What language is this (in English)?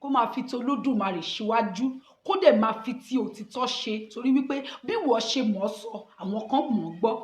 Yoruba